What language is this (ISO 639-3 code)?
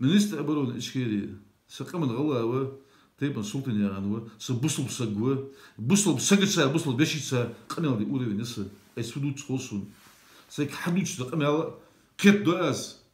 inh